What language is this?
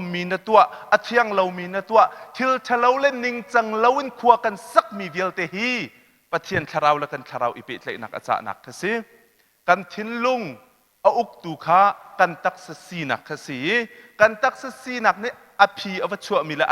Hakha Chin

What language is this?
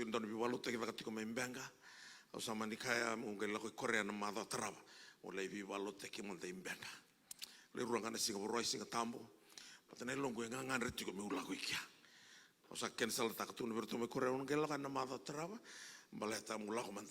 Fijian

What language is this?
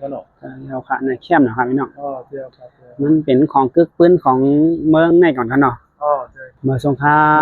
Shan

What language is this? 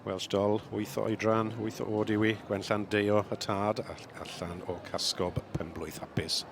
Welsh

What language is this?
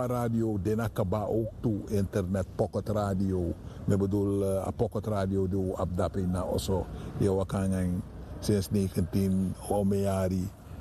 Sranan Tongo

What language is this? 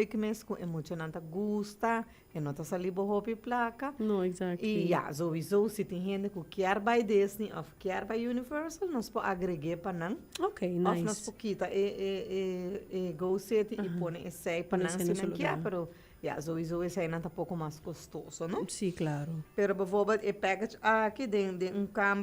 Papiamento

